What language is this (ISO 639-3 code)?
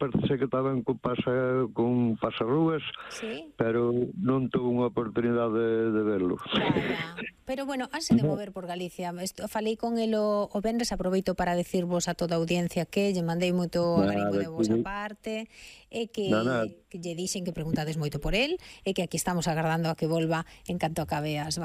glg